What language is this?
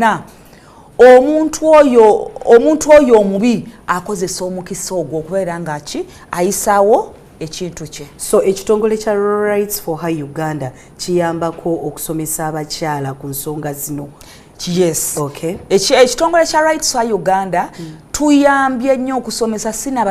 Ganda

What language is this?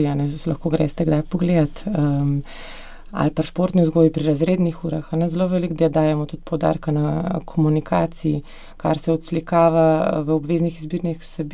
Slovenian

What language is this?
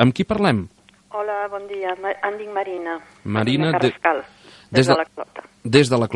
Catalan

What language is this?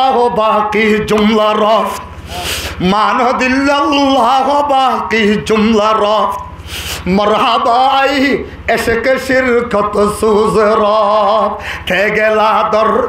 Rohingya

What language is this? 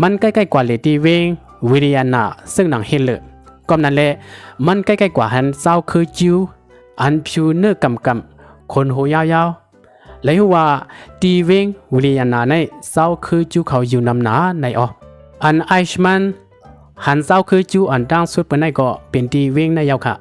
Shan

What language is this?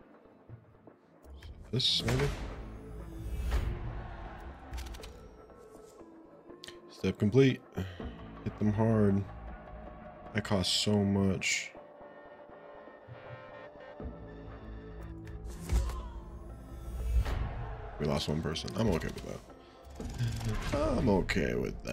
English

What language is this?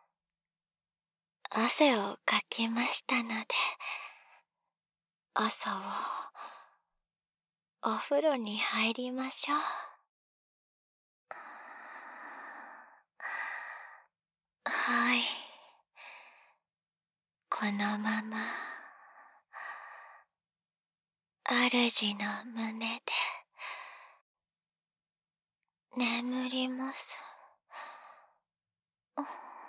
Japanese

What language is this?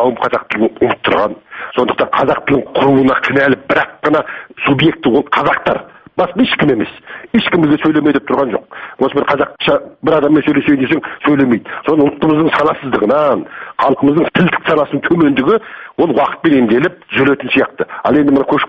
Kazakh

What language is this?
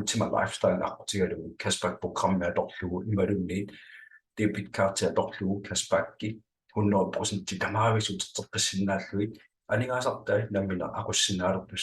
Kalaallisut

